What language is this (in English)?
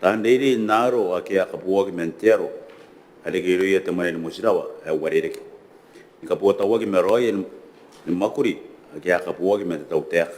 Gilbertese